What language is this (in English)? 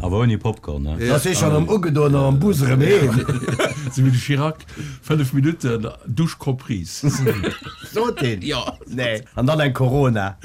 Luxembourgish